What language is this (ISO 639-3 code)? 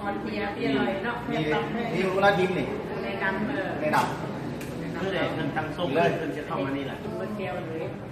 lao